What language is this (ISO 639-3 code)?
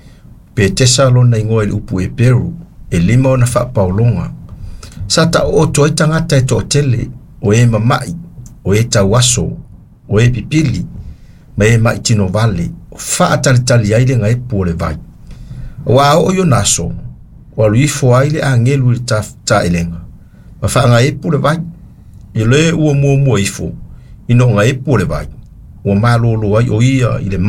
smo